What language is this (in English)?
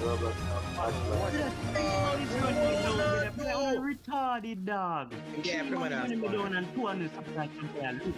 Jamaican Creole English